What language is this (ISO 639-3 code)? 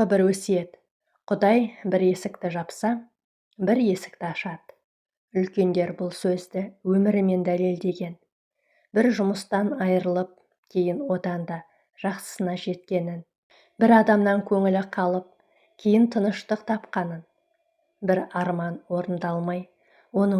kaz